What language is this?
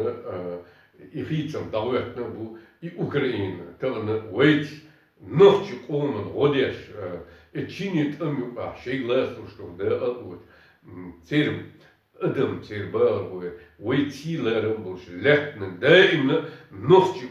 Chechen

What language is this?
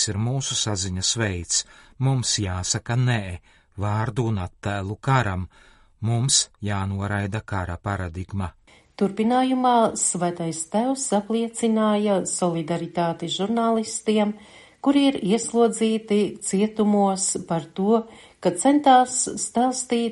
Latvian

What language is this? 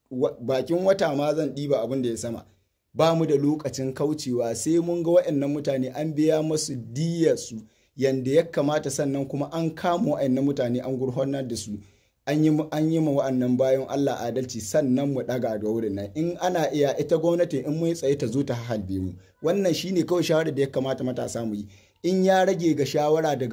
Hausa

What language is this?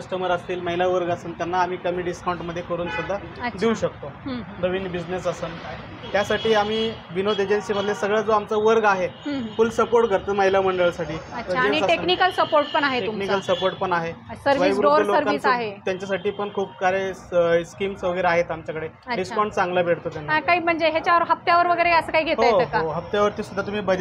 Marathi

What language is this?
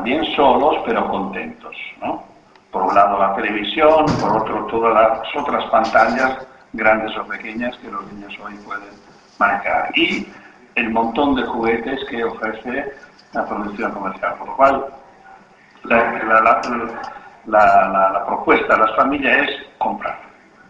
Spanish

